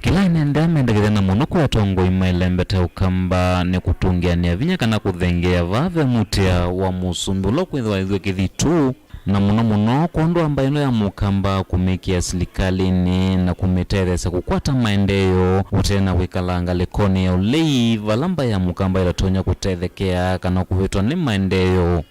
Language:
Kamba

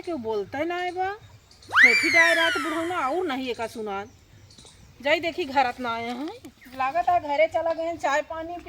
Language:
Awadhi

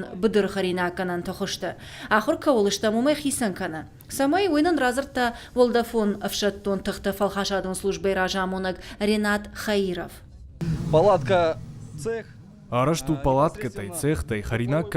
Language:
Ossetic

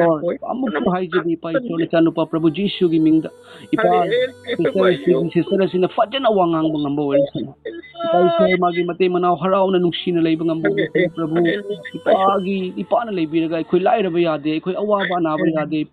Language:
Manipuri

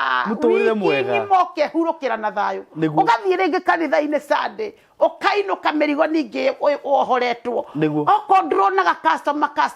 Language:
Kikuyu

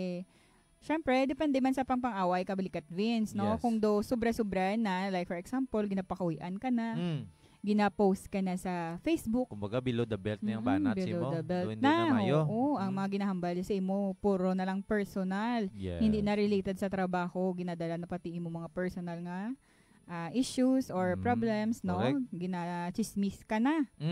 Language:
Hiligaynon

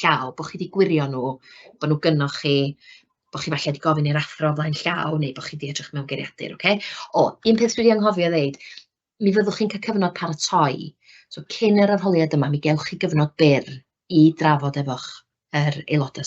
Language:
Welsh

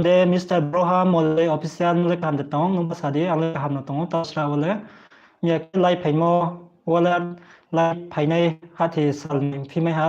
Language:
Riang (India)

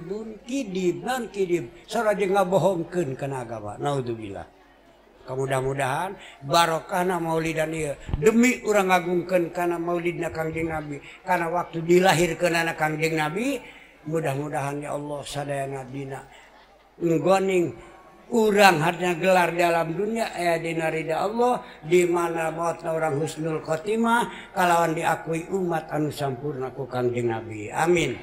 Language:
Sundanese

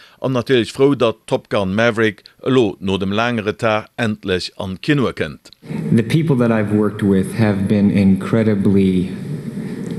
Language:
Luxembourgish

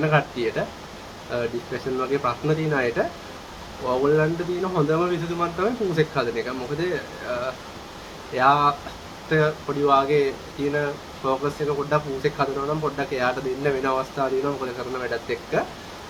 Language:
Sinhala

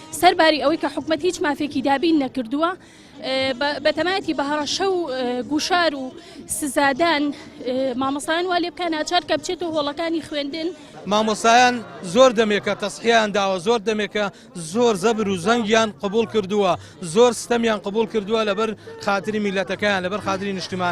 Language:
Central Kurdish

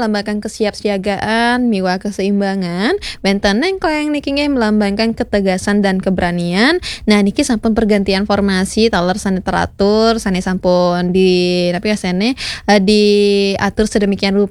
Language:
Balinese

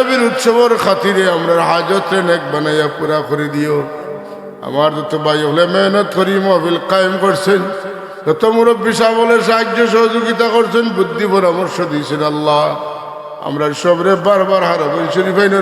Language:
Sylheti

